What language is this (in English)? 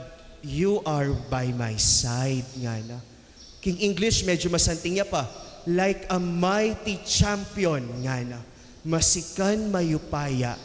Pampanga